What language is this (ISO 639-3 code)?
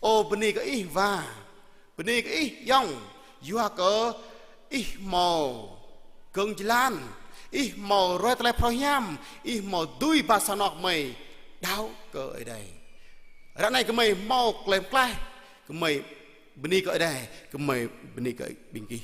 jra